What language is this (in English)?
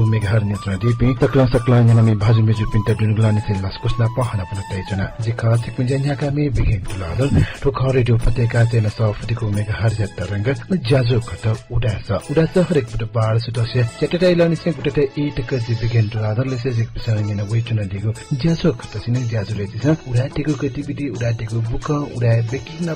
Newari